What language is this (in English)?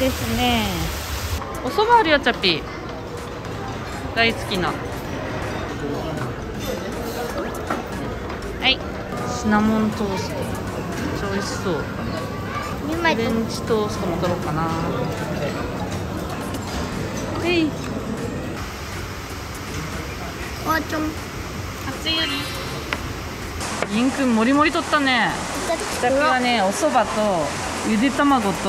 Japanese